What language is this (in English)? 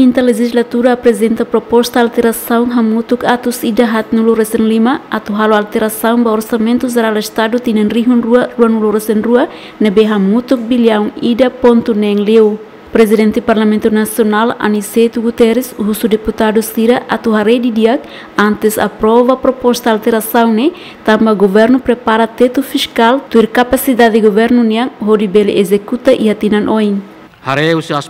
Tetum